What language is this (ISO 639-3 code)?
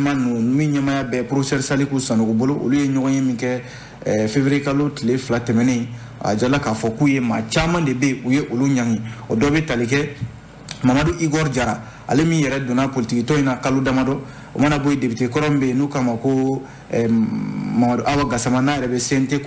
bam